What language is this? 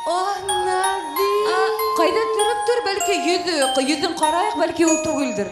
Bashkir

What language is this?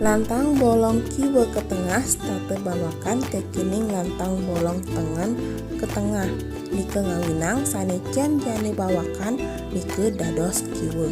Balinese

